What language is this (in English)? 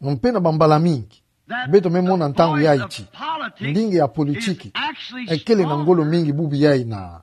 Kituba (Democratic Republic of Congo)